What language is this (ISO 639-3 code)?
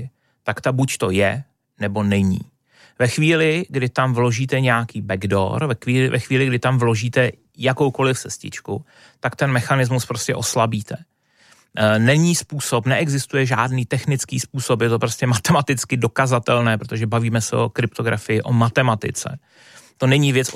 ces